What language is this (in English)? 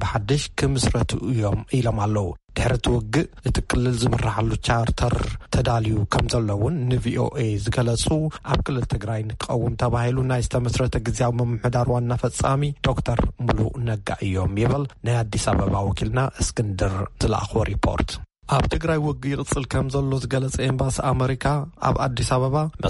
Tigrinya